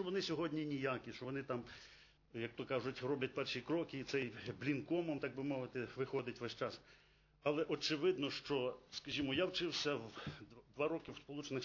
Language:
Ukrainian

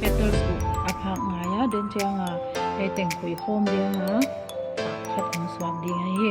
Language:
Paite Chin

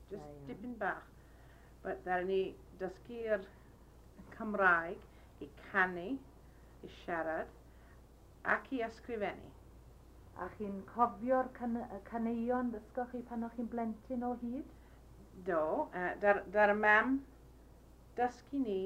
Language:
Welsh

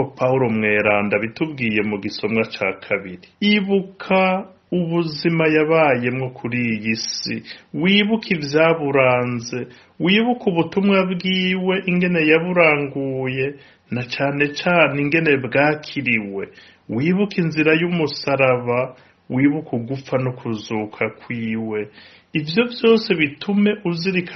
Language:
Rundi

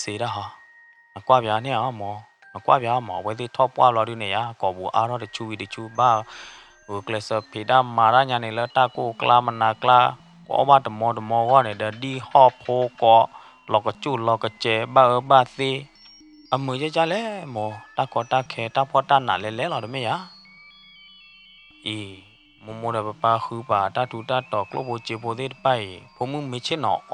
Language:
S'gaw Karen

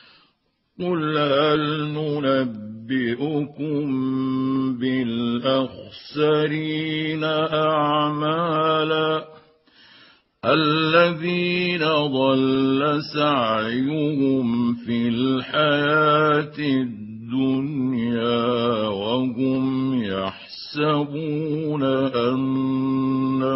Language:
Arabic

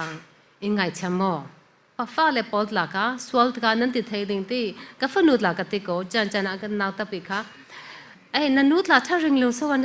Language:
Falam Chin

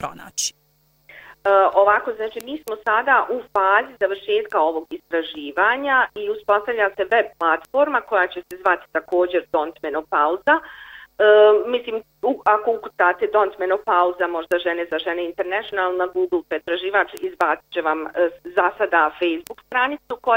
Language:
Bosnian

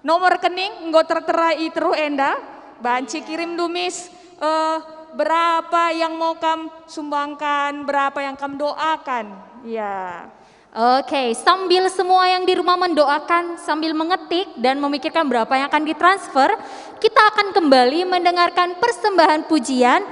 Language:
Batak Karo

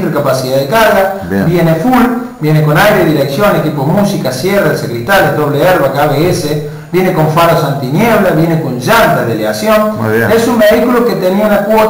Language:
Spanish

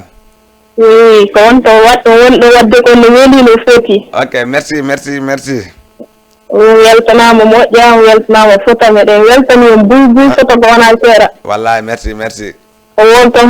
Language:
Fula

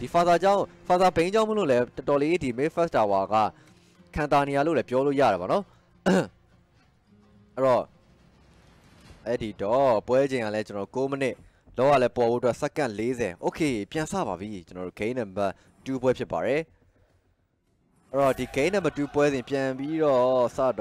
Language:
Burmese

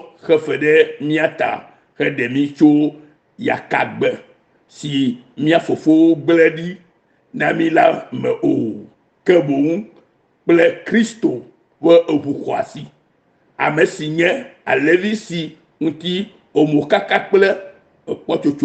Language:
Ewe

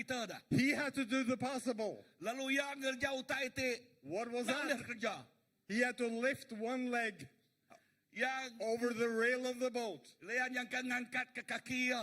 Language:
Iban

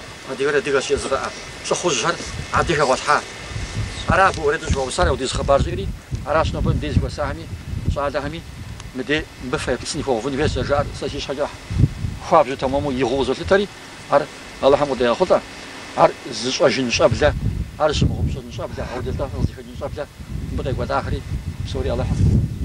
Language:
Kabardian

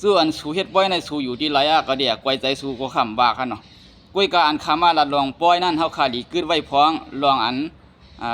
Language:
Shan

